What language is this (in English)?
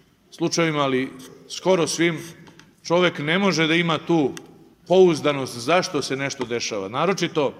Serbian